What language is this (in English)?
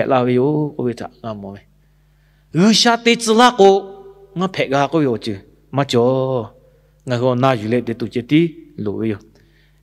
Lahu